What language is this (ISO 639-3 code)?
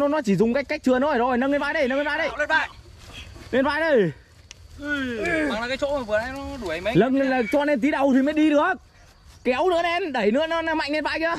vie